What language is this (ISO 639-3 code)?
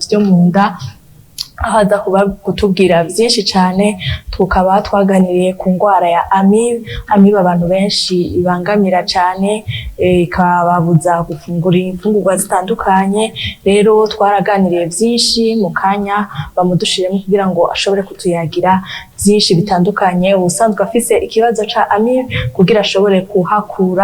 run